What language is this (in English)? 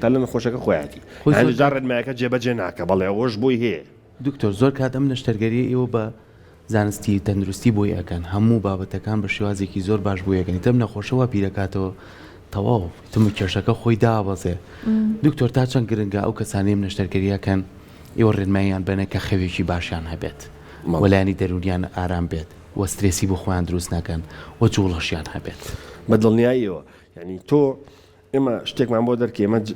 Central Kurdish